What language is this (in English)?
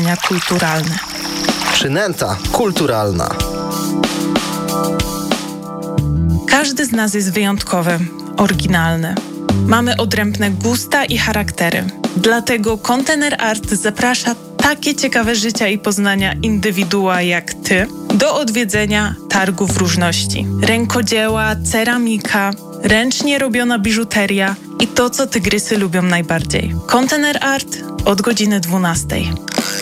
Polish